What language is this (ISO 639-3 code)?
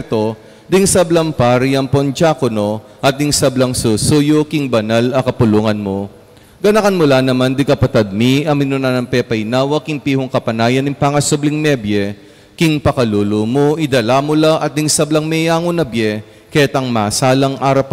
pam